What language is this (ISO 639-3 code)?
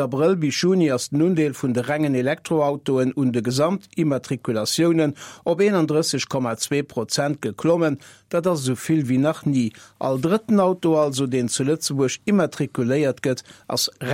ltz